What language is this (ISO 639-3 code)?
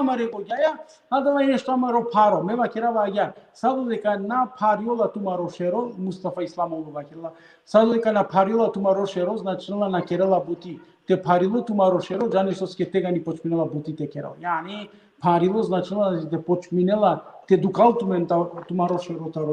rmn